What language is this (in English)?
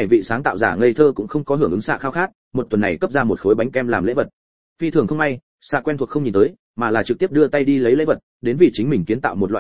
Vietnamese